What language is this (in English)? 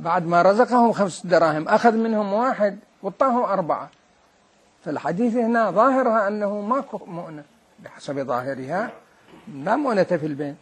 Mesopotamian Arabic